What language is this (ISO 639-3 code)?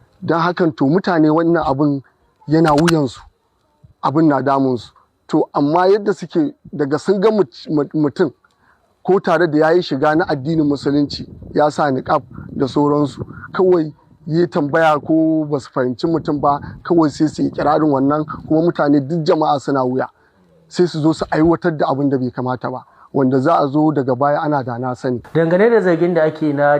hau